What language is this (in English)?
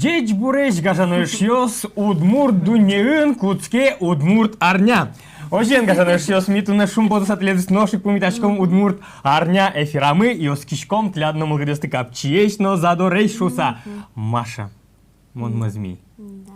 Udmurt